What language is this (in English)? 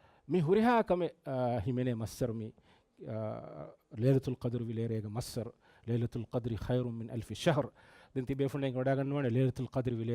Divehi